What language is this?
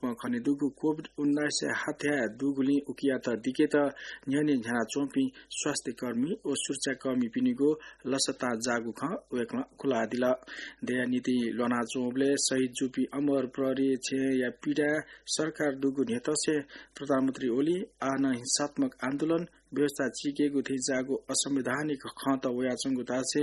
Newari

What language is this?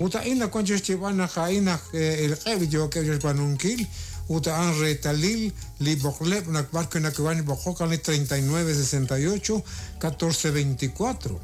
Kekchí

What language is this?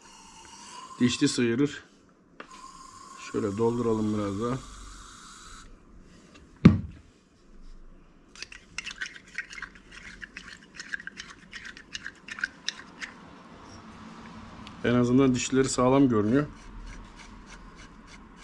Turkish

